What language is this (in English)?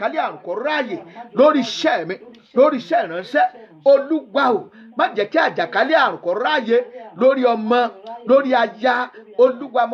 Yoruba